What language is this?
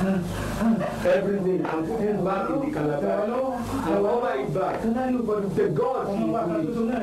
Nigerian Pidgin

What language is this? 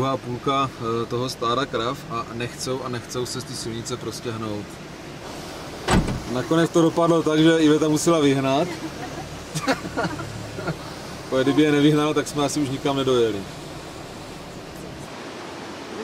Czech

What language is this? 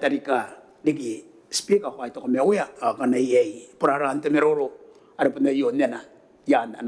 Gilbertese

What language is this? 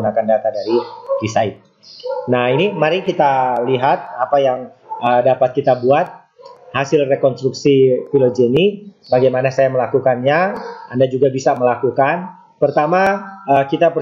Indonesian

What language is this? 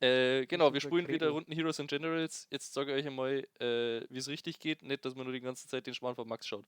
Bavarian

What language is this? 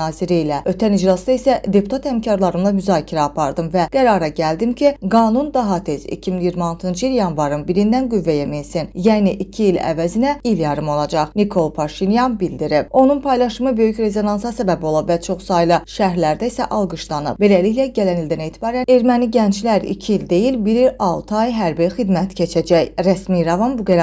Azerbaijani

